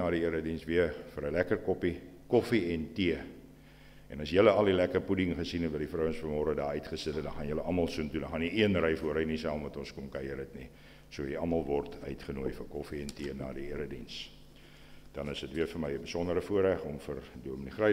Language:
Afrikaans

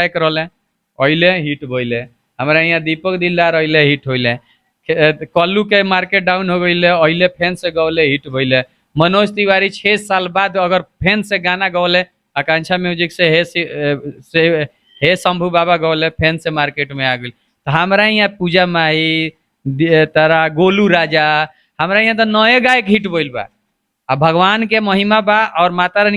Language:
Bhojpuri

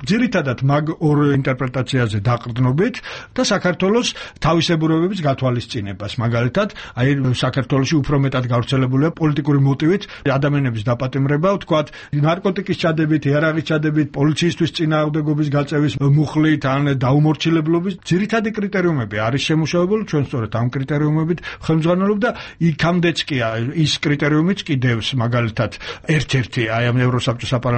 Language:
Georgian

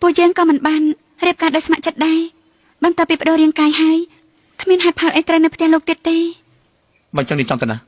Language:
Khmer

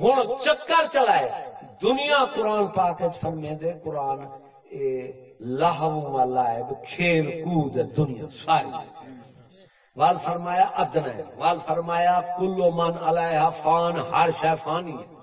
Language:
Saraiki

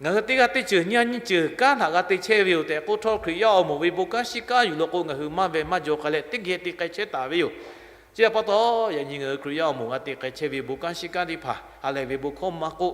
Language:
Lahu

